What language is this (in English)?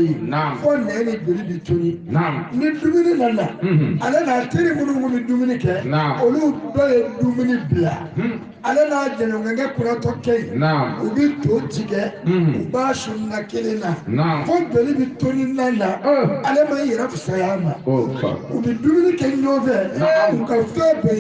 Bambara